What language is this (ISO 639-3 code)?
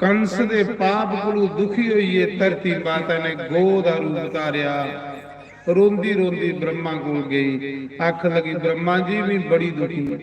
doi